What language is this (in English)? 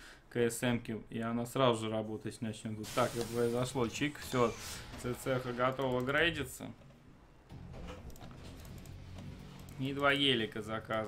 Russian